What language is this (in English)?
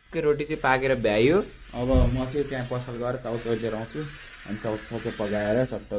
Nepali